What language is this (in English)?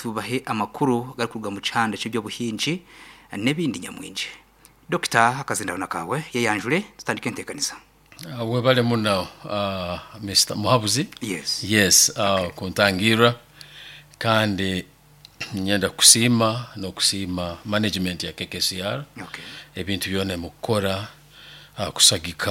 Nyankole